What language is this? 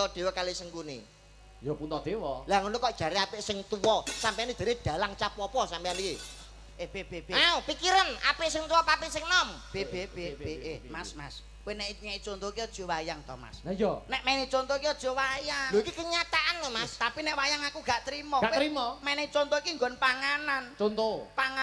Javanese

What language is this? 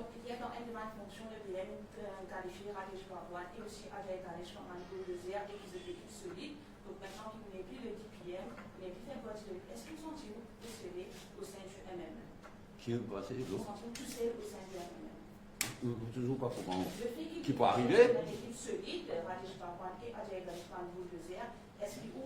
Morisyen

